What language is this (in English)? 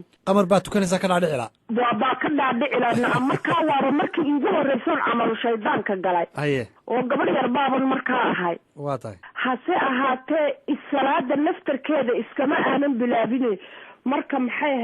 Somali